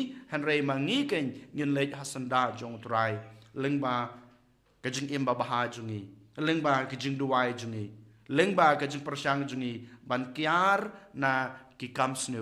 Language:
Khasi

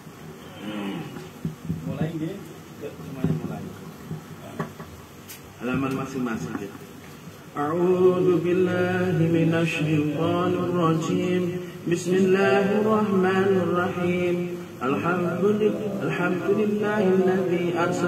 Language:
Indonesian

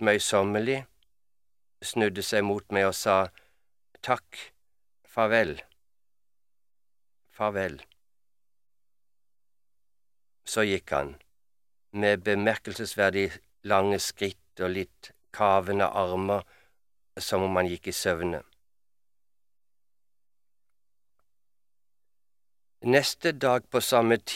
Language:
Norwegian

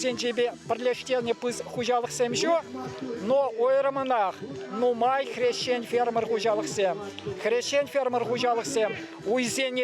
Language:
Chuvash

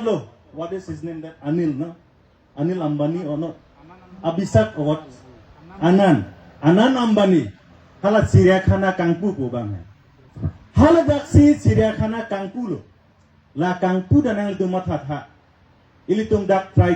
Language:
Karbi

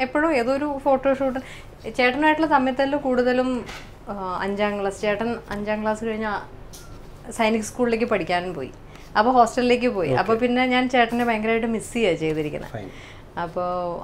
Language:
Malayalam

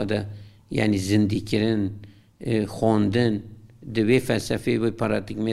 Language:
Kurdish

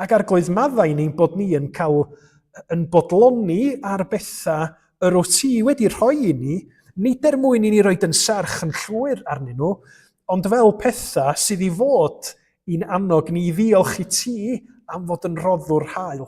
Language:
Welsh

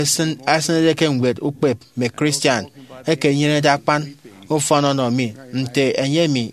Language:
Efik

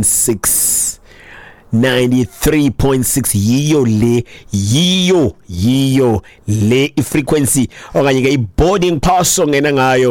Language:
Xhosa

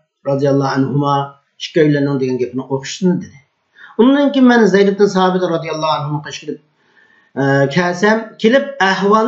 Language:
Uyghur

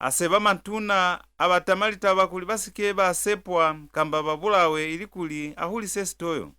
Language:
Lozi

